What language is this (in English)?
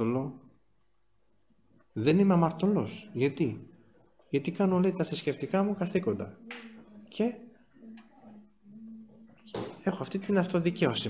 Greek